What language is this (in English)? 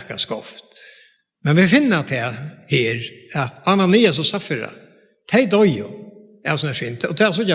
Faroese